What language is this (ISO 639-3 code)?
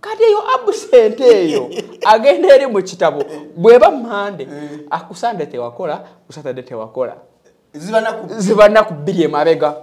lug